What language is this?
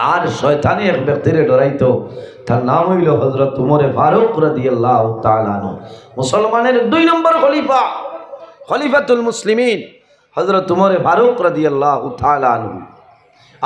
Sylheti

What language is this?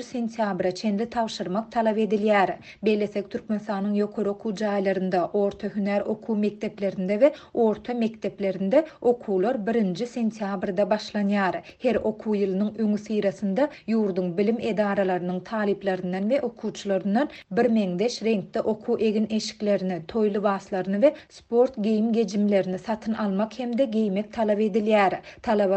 Turkmen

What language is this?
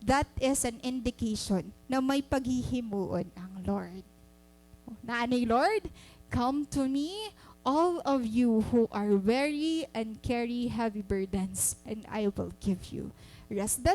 Waray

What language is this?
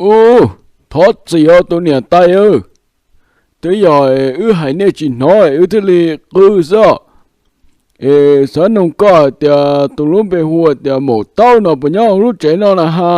Hmong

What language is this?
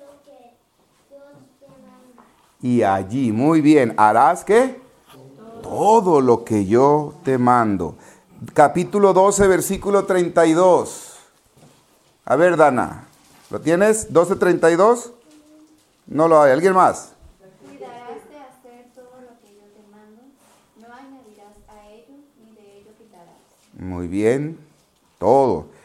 Spanish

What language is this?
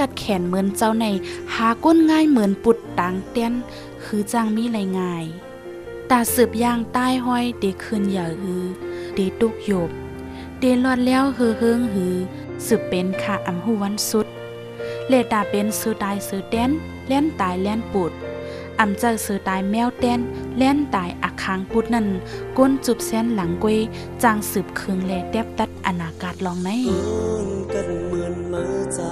Shan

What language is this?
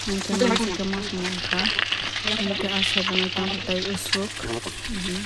Kok Borok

